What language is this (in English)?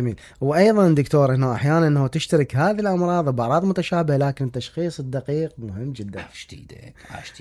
Mesopotamian Arabic